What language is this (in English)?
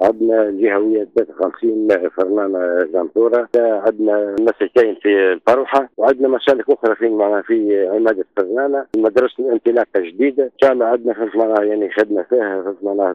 Tunisian Arabic